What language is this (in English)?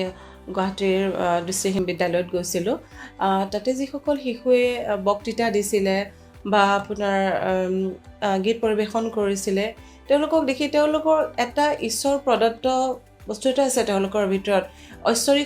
Assamese